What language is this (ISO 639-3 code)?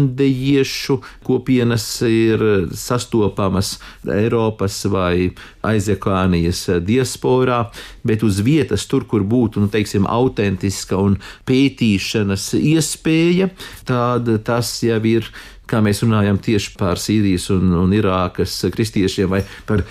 lav